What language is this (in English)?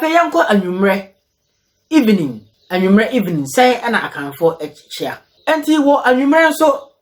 Akan